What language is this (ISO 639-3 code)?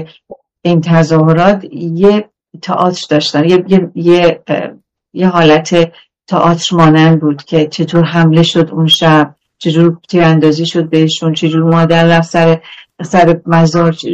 fas